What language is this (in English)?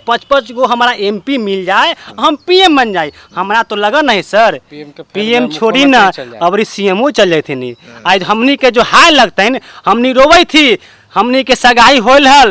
Magahi